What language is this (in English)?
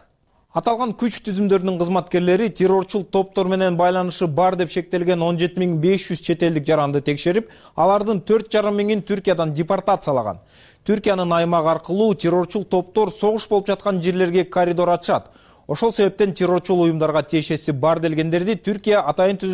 Kyrgyz